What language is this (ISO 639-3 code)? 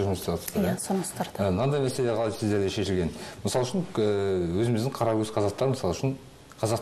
kaz